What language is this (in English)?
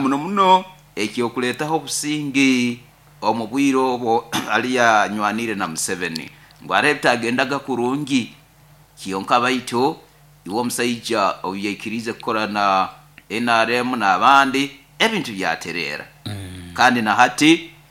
Nyoro